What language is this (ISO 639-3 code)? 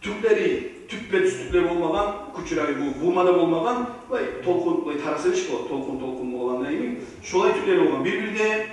kum